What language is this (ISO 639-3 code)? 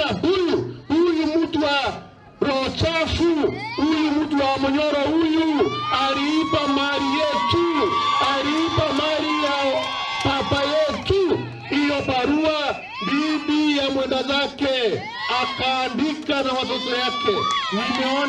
luo